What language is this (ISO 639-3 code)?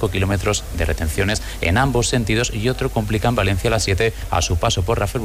spa